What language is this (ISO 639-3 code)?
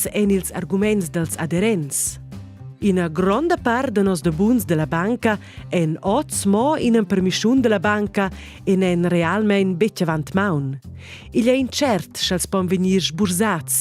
roh